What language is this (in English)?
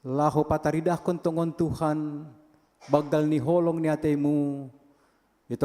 Batak Simalungun